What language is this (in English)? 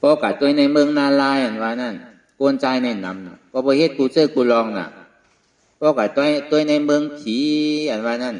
Shan